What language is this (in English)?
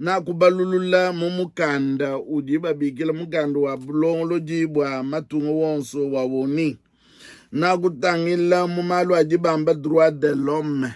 Luba-Lulua